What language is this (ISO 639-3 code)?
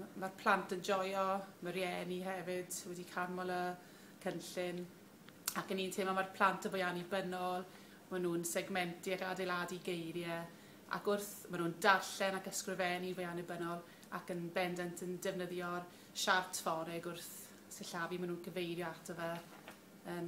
cym